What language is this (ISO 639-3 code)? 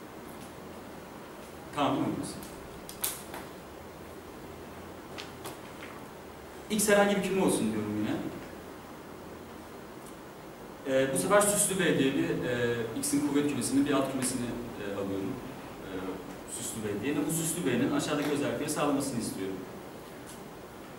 tur